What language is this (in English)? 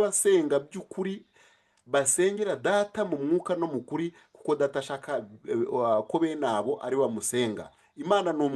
Kinyarwanda